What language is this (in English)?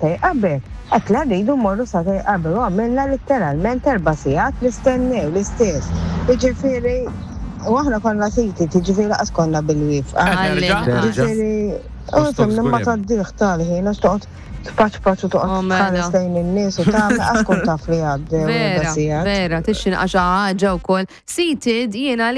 Maltese